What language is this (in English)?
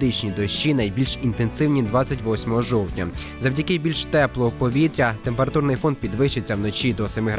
Ukrainian